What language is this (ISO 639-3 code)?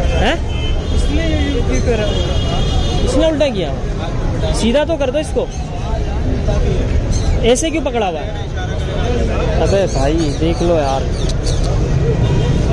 hin